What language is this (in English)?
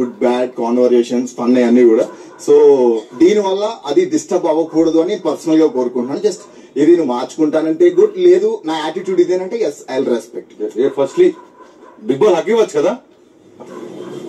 Telugu